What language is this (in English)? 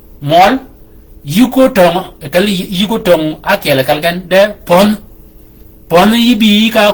Shilluk